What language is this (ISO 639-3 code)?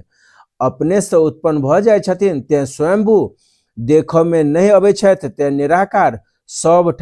mai